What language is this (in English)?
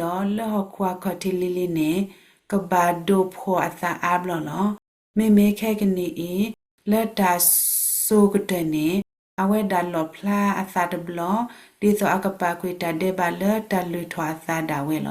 S'gaw Karen